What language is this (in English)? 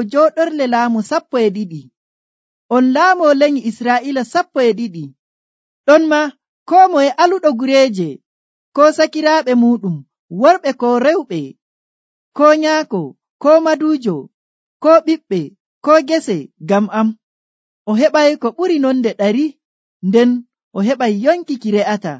Nigerian Fulfulde